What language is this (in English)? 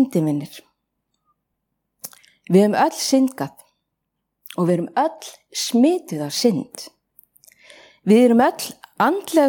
Icelandic